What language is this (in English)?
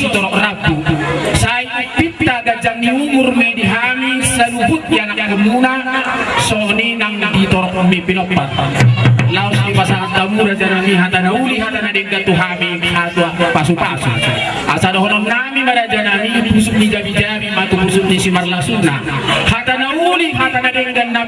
Batak Toba